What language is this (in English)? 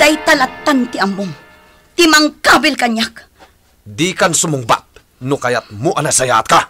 Iloko